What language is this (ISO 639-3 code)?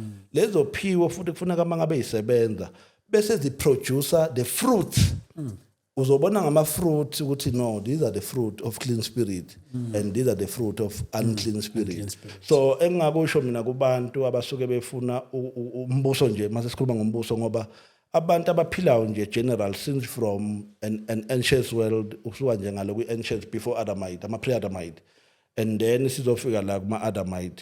zul